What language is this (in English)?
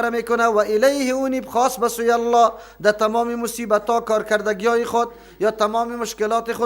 Persian